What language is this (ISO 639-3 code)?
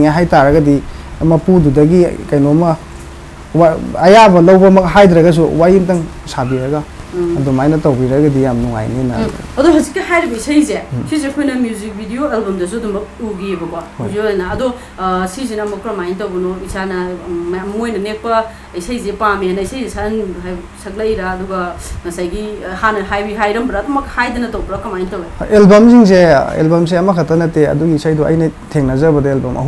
mni